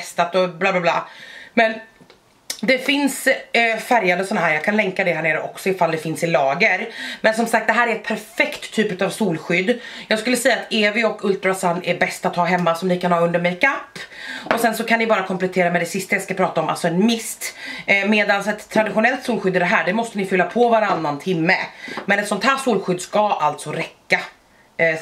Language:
Swedish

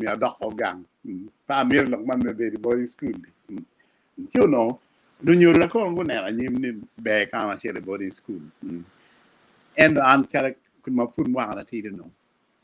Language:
Acoli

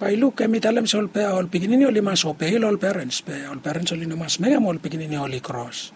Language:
Bislama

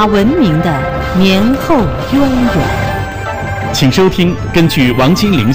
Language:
Chinese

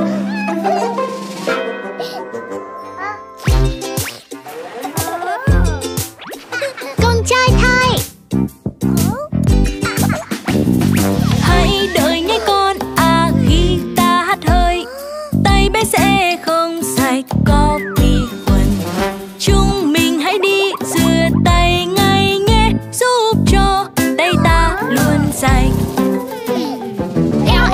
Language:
Vietnamese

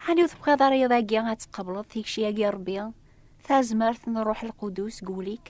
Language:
Kabyle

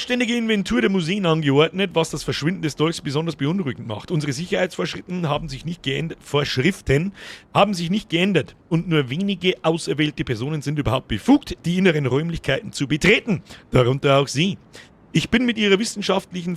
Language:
Bavarian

